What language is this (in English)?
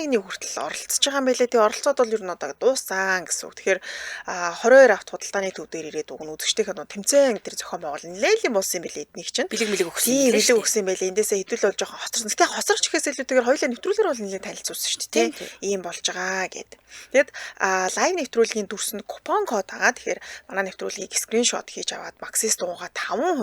Mongolian